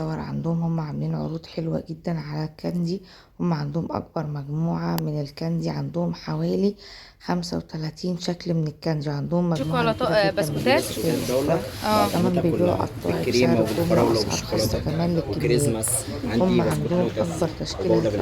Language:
Egyptian Arabic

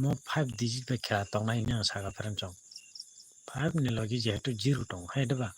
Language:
Kok Borok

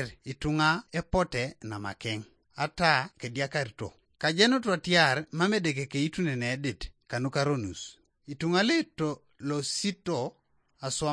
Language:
Teso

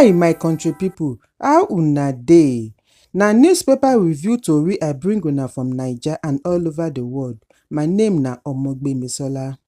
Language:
Nigerian Pidgin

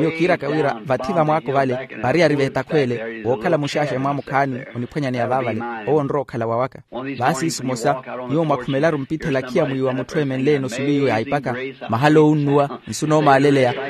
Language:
Makhuwa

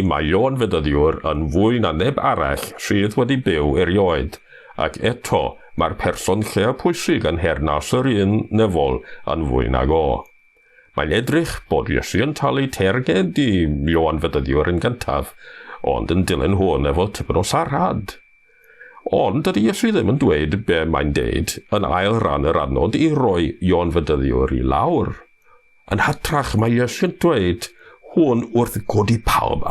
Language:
Welsh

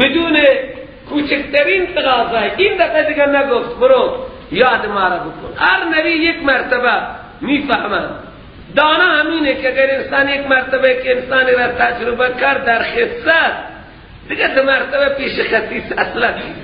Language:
Persian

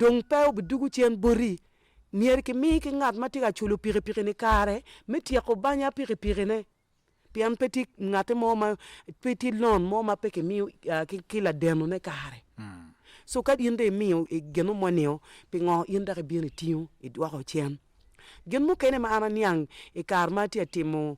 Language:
Acoli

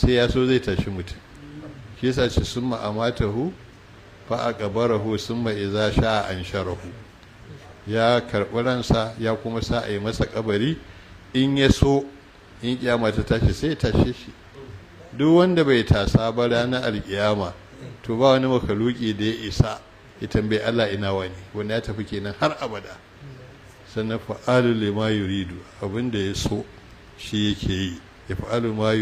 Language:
Hausa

